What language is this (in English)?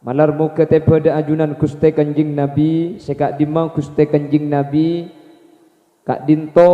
Madurese